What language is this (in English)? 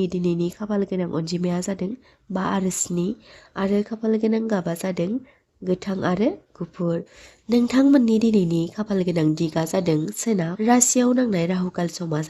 Bodo